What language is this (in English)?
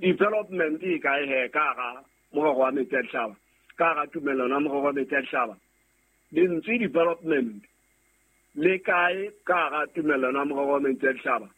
Southern Sotho